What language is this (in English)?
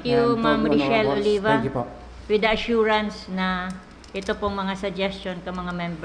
Bikol